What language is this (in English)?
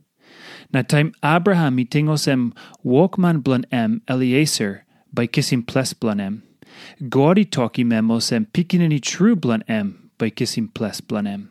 Tok Pisin